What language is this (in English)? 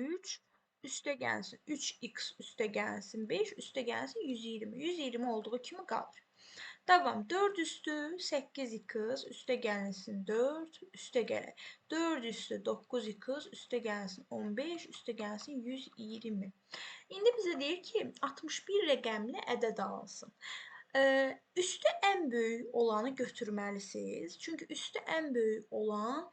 Azerbaijani